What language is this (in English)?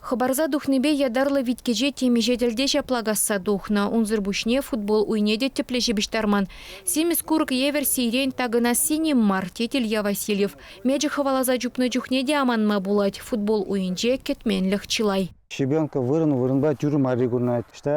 Chuvash